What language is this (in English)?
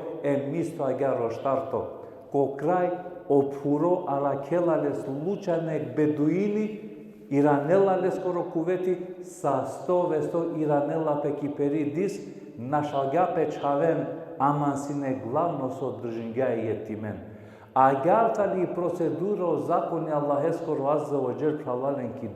Balkan Romani